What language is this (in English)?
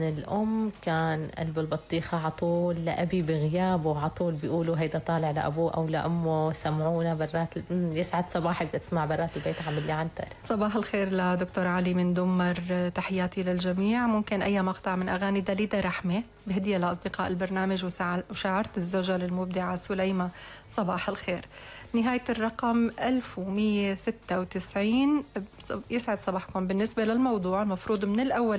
North Levantine Arabic